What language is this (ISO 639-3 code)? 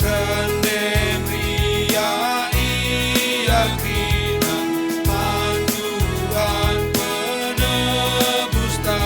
btx